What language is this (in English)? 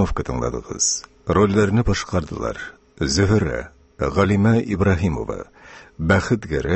Tatar